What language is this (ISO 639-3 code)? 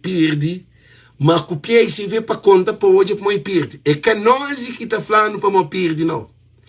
kea